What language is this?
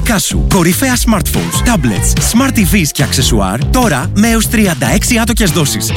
Greek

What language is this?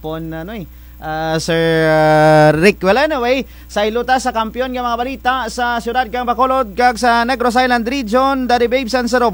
Kinaray-a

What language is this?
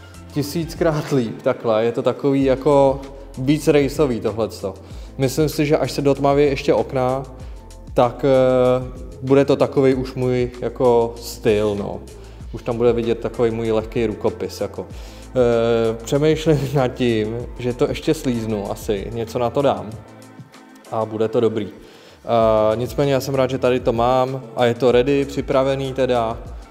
Czech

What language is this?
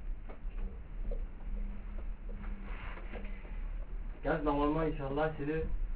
French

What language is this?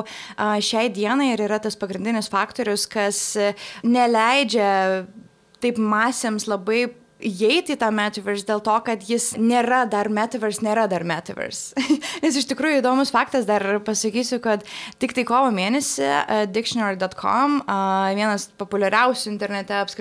Lithuanian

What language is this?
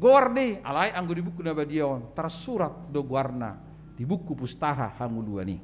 Batak Toba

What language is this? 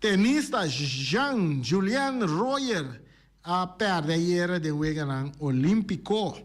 Papiamento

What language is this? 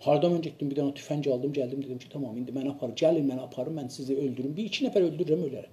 South Azerbaijani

